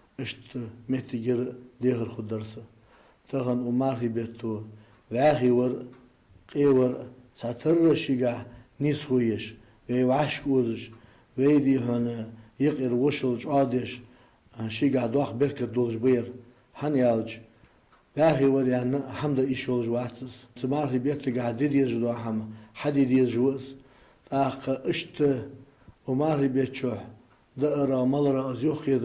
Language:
Ingush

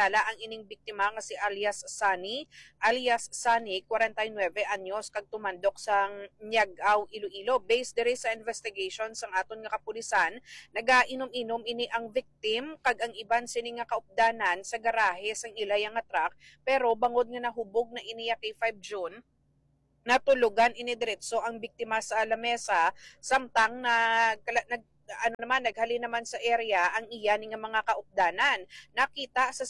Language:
Hiligaynon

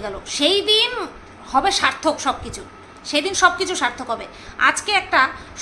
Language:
Bangla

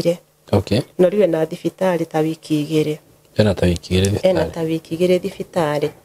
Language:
Kikuyu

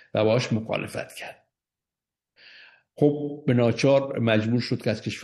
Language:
Persian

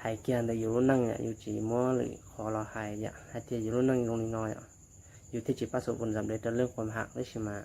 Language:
Hmong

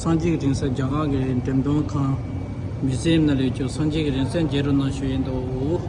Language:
Tibetan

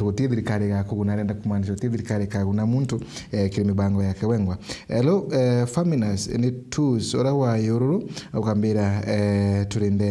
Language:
Meru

